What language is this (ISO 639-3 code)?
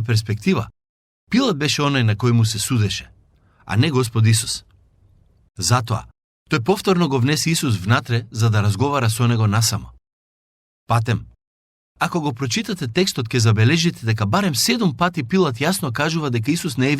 mkd